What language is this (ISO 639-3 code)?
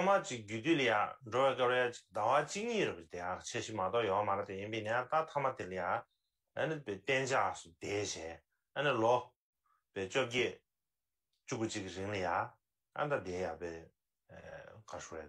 bod